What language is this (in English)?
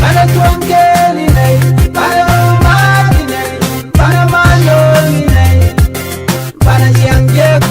Nuer